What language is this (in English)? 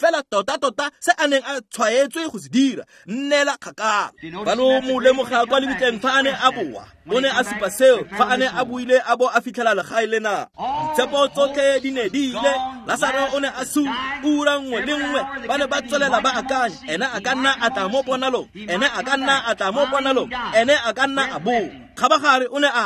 Tswana